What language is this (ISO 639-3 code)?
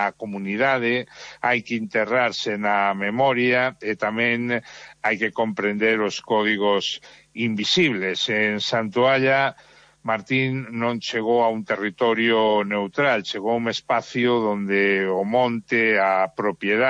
glg